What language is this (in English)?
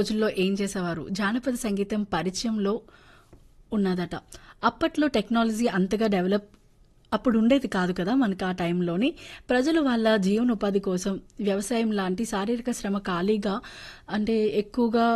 Telugu